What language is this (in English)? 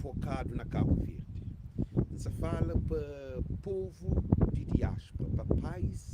Kabuverdianu